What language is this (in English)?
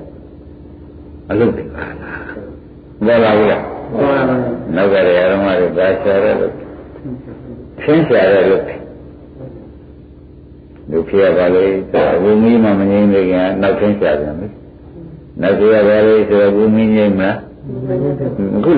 Burmese